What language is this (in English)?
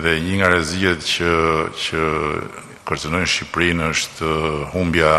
Albanian